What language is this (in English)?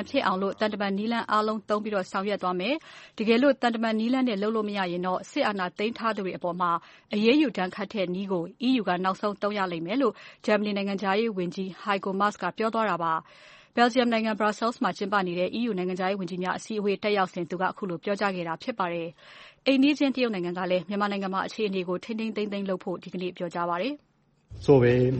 Burmese